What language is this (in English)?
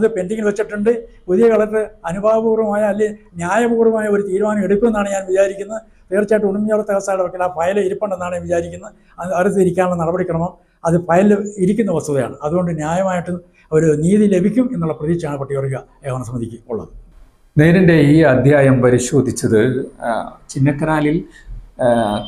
Malayalam